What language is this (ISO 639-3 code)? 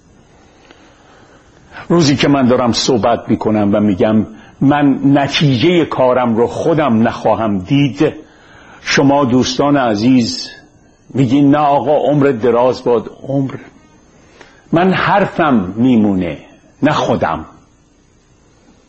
fas